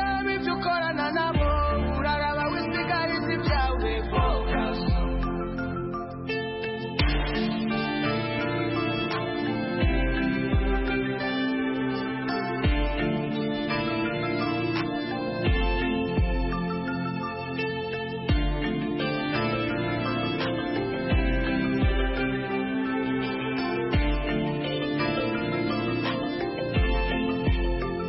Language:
Kinyarwanda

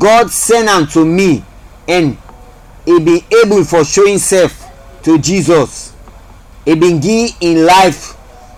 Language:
Krio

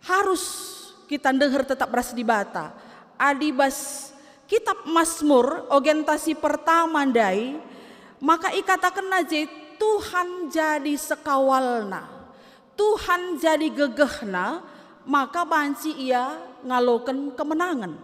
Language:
Batak Karo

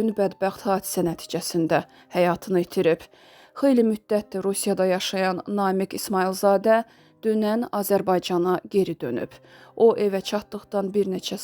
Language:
Azerbaijani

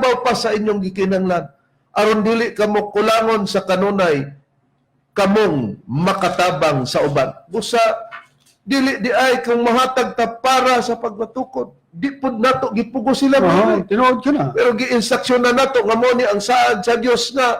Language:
Cebuano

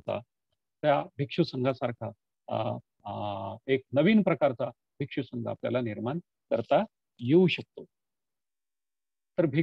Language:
Marathi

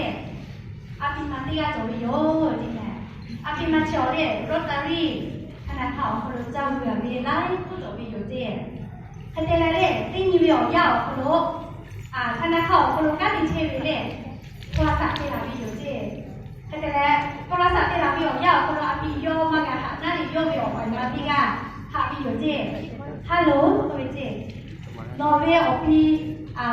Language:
Lahu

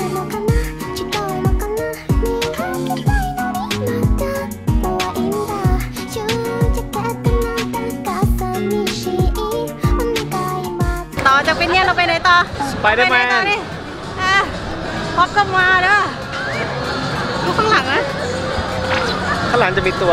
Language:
Thai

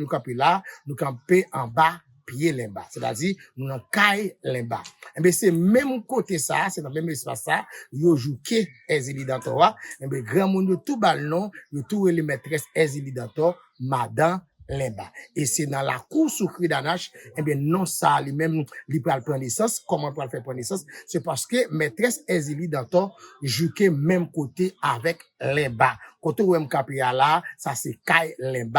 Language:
Haitian Creole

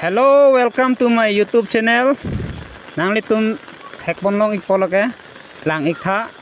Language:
Karbi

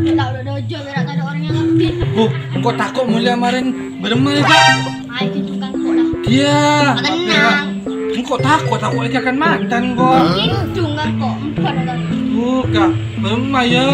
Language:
Madurese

